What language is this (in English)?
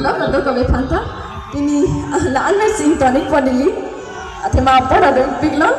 Karbi